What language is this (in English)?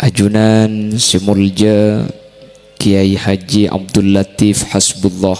Madurese